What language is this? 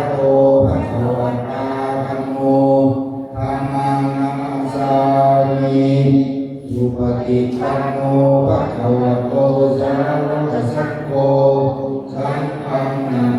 Pali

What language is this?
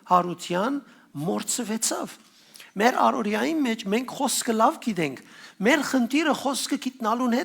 Western Armenian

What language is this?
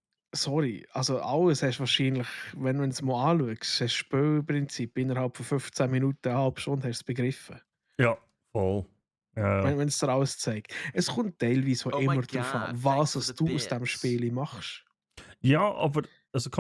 Swiss German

